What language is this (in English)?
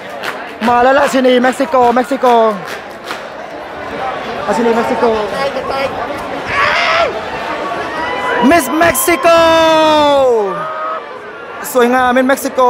Thai